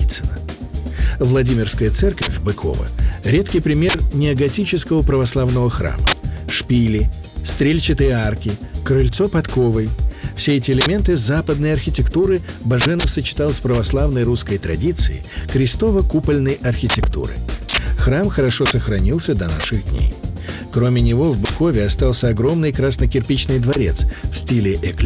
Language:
Russian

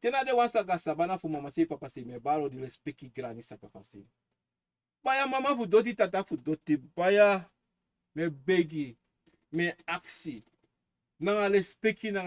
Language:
Sranan Tongo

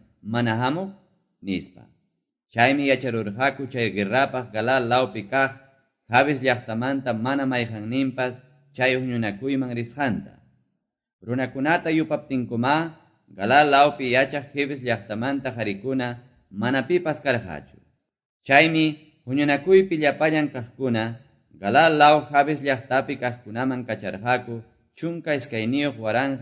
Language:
Quechua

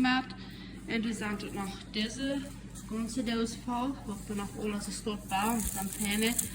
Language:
Plautdietsch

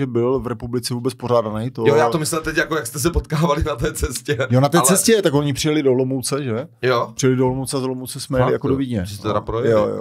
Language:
Czech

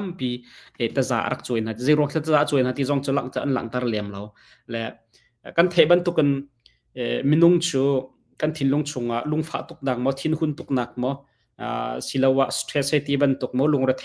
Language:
Hakha Chin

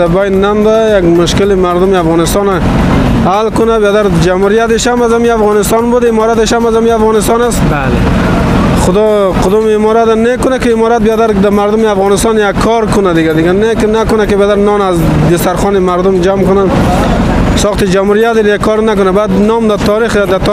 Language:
Persian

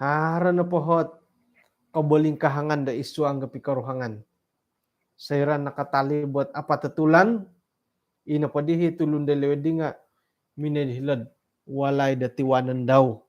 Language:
Central Dusun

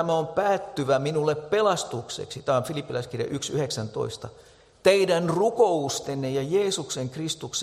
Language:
Finnish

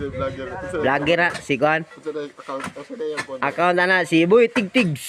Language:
Cebuano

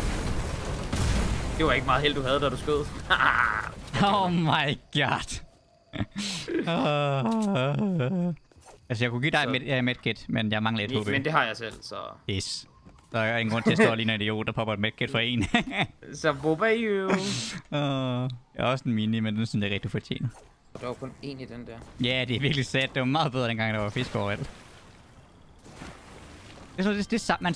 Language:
Danish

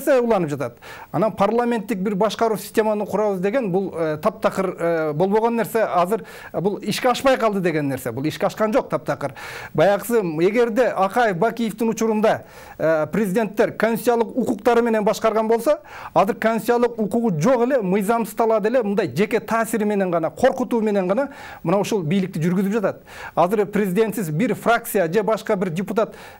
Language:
Kyrgyz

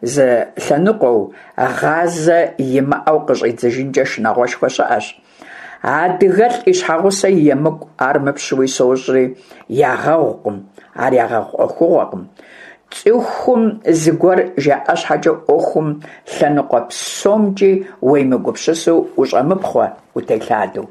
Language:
Kabardian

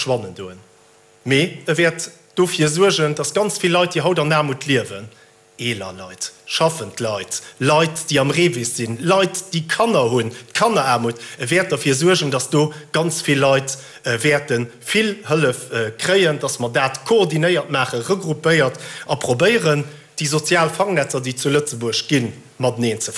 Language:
Luxembourgish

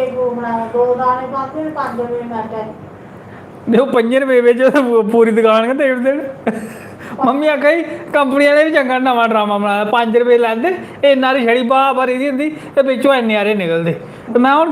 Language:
Dogri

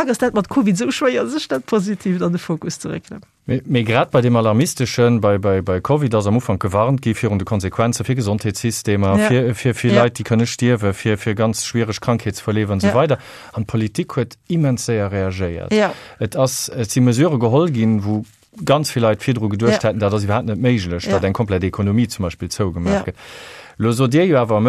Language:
Luxembourgish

